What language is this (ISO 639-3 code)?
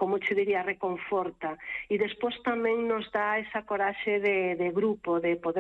glg